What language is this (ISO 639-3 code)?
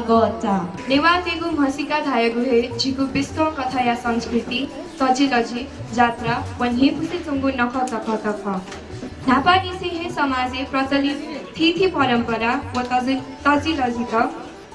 new